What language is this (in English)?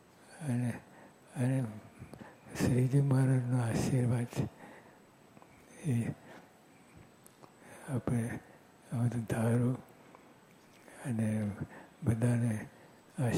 Gujarati